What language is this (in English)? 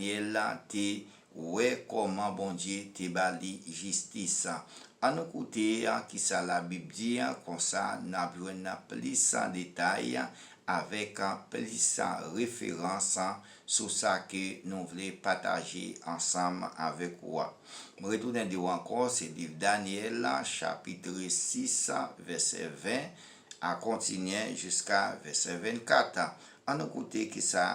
Haitian Creole